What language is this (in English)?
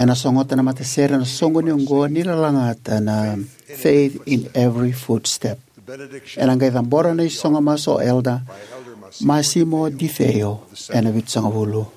Fijian